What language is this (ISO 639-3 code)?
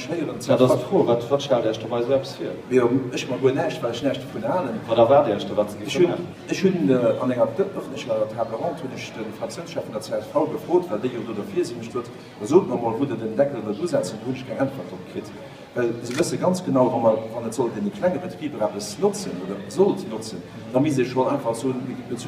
ltz